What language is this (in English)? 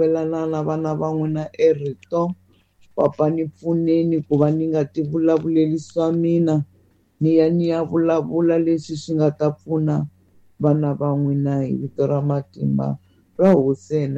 Tsonga